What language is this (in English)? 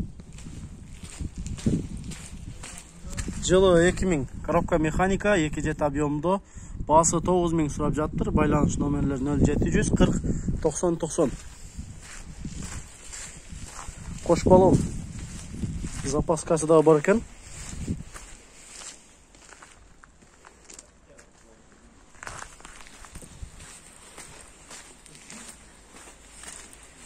Kyrgyz